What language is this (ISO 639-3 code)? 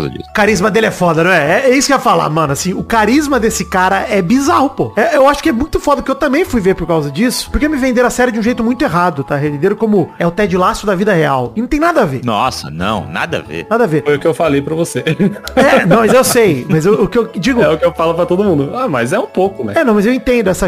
por